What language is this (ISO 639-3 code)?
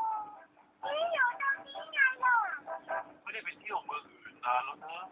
lao